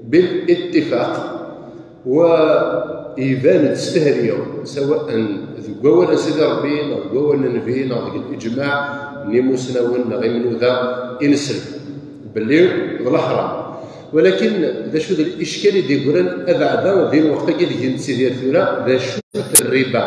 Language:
Kabyle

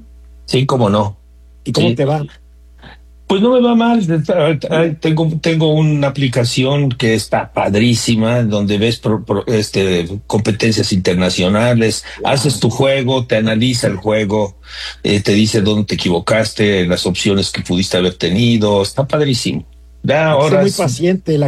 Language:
Spanish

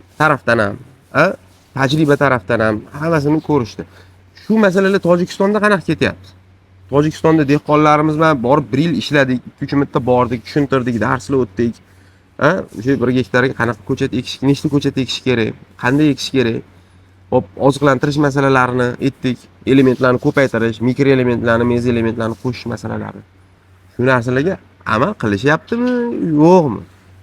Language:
Uzbek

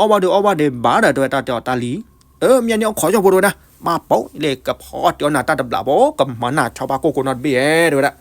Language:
S'gaw Karen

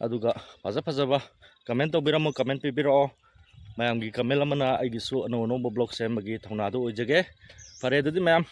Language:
Manipuri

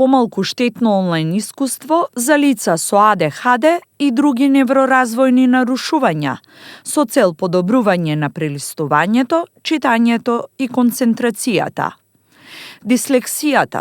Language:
Macedonian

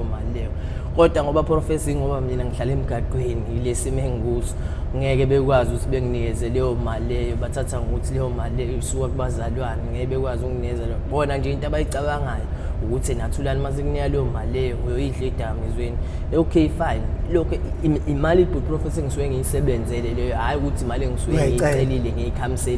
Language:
Zulu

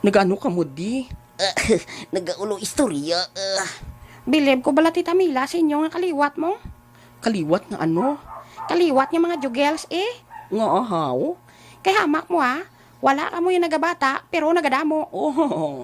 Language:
Hiligaynon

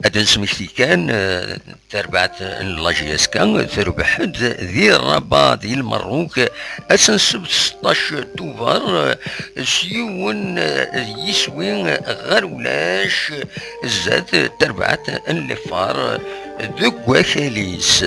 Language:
Kabyle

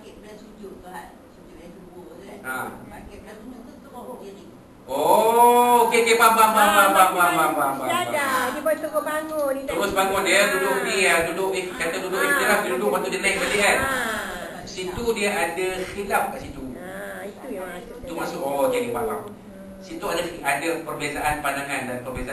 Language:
Malay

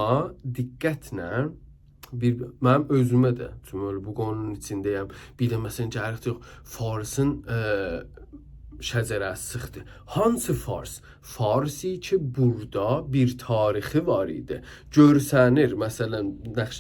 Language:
South Azerbaijani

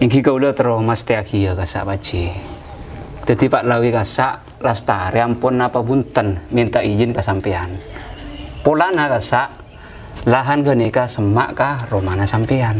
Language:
Madurese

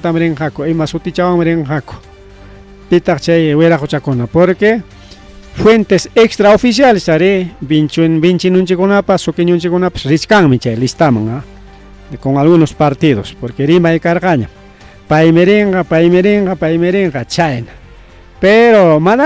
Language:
Ayacucho Quechua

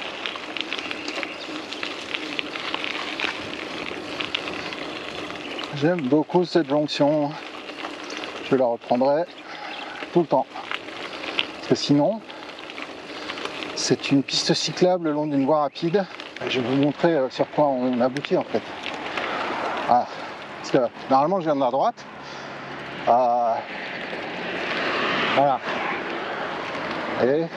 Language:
French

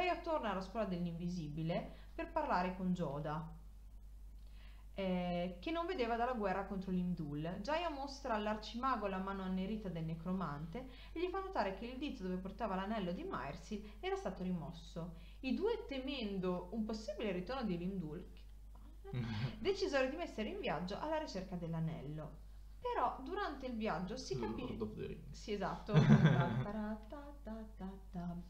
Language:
Italian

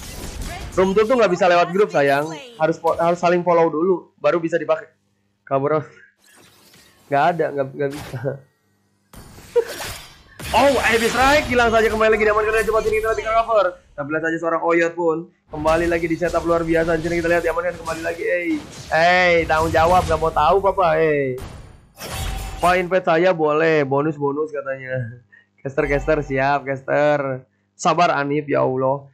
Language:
Indonesian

